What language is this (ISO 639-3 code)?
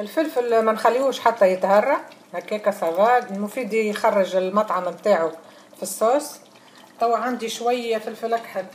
aeb